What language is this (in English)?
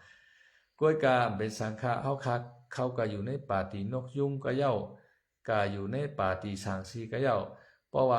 Shan